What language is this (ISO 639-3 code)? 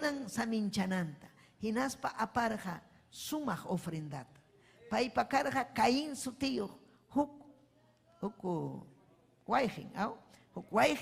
quy